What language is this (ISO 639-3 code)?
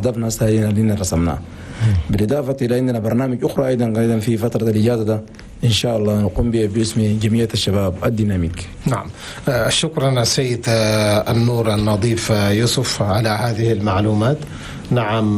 shu